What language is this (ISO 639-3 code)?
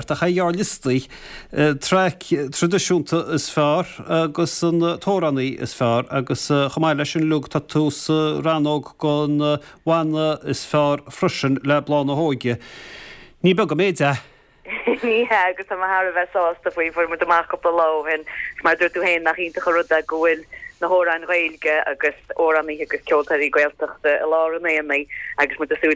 gle